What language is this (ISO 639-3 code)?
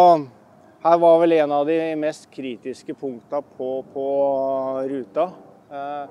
nor